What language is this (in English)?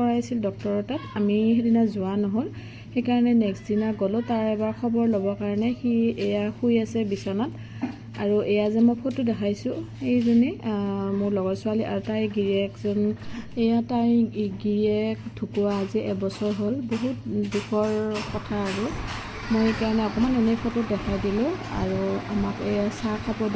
Assamese